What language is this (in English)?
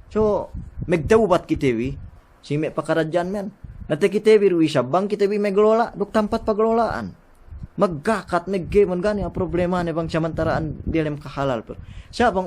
Yakan